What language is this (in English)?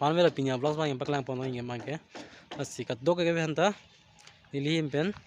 Karbi